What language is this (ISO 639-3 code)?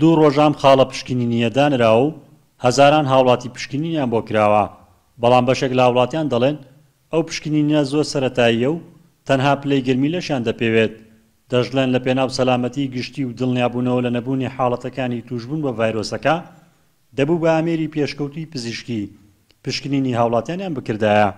ckb